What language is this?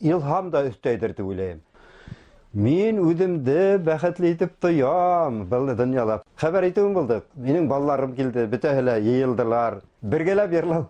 Bashkir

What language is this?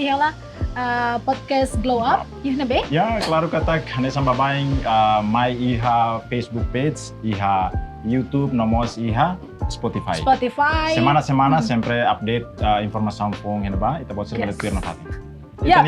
Tetum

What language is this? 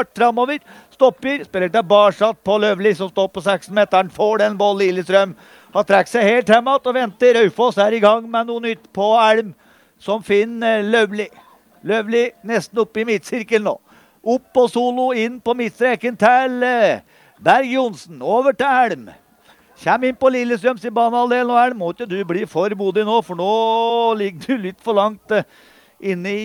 Norwegian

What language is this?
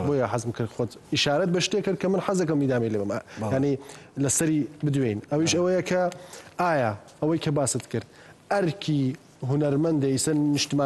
Central Kurdish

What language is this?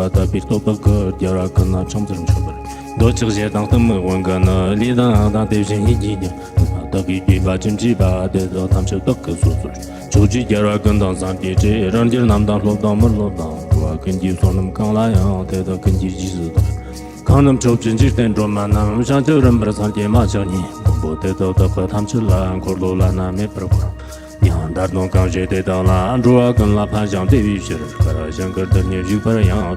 Tibetan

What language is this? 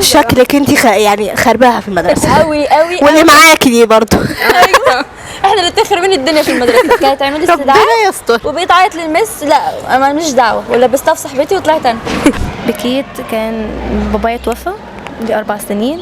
Egyptian Arabic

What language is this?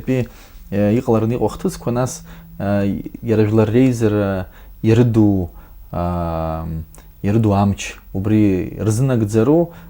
Abkhazian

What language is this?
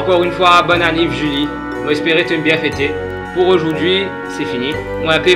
Morisyen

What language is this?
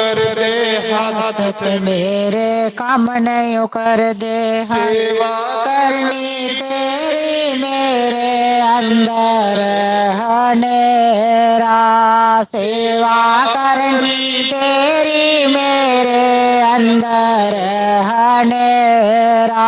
Dogri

